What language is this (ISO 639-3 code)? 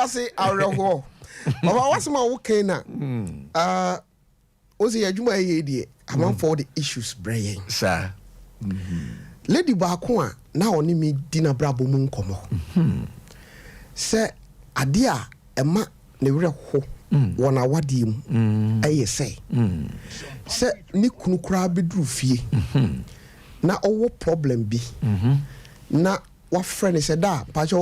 aka